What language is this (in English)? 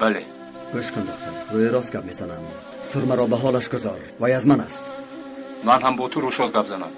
Tajik